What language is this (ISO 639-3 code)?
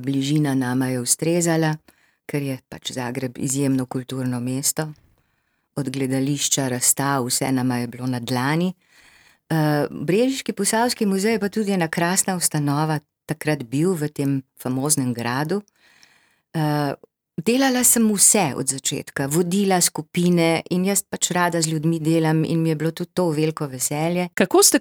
slv